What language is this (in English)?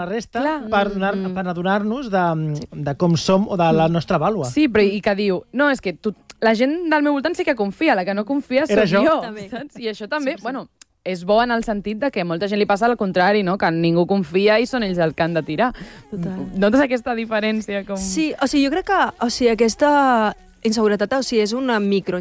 Catalan